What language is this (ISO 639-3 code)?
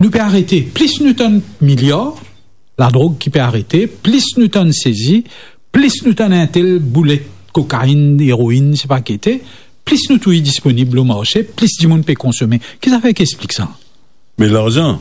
mfe